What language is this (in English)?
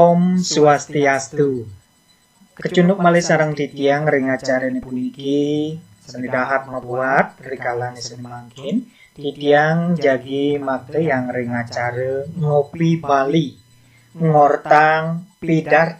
Balinese